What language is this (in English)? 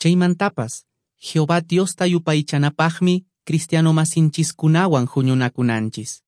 Quechua